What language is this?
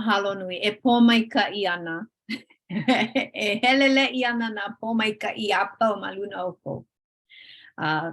Hawaiian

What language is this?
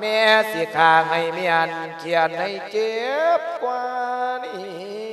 Lao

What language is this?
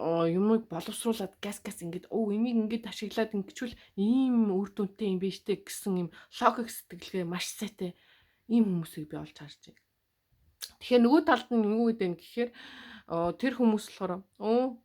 Mongolian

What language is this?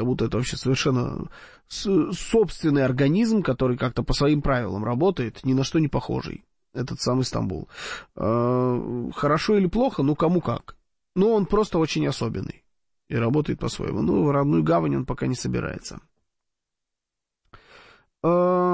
Russian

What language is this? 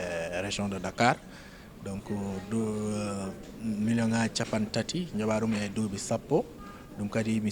Fula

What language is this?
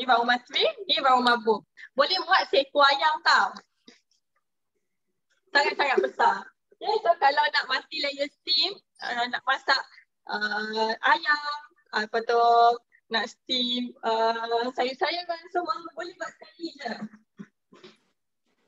Malay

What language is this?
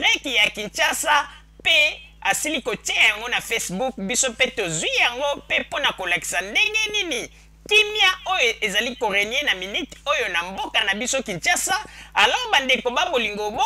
Lingala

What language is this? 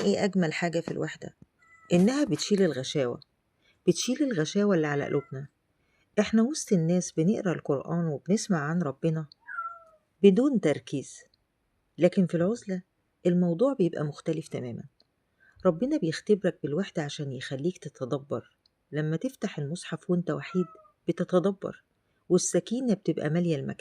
Egyptian Arabic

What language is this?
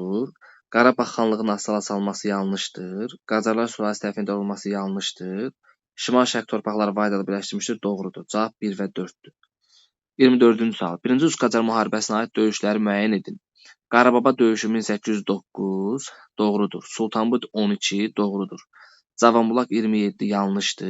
Azerbaijani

